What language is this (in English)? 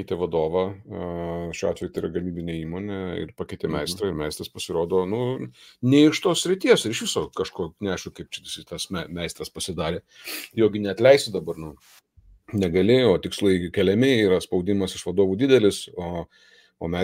Lithuanian